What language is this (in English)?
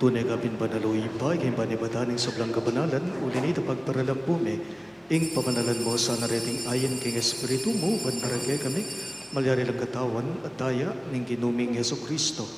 Pampanga